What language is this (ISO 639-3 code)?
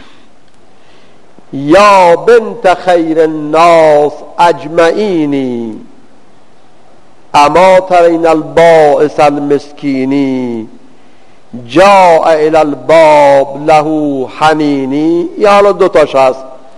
fas